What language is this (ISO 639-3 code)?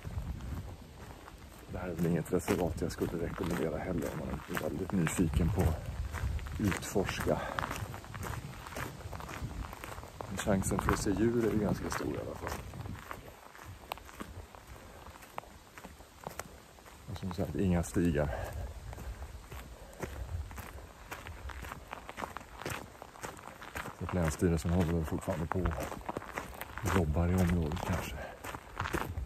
swe